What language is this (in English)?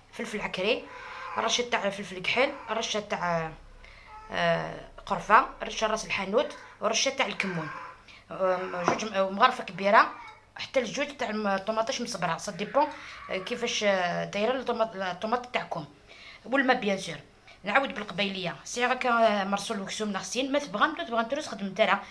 Algerian Arabic